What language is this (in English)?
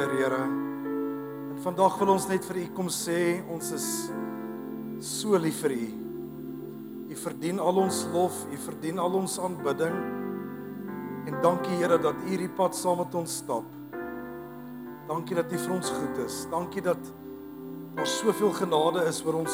Afrikaans